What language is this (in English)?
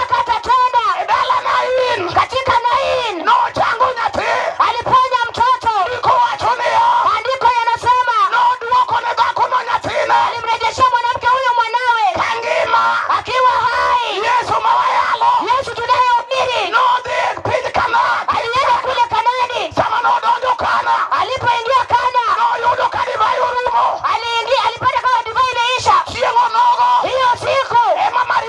Luo (Kenya and Tanzania)